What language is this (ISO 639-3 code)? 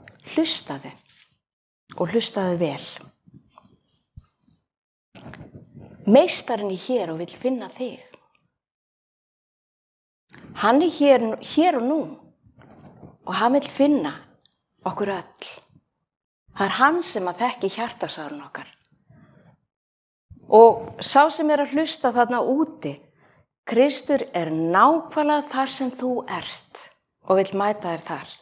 isl